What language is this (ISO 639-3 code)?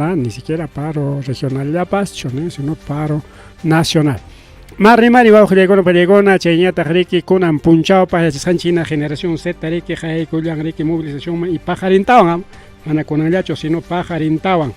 quy